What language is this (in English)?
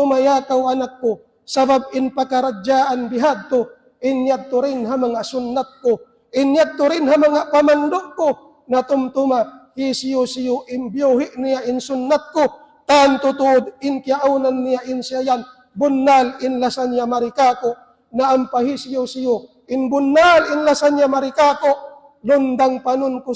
Tausug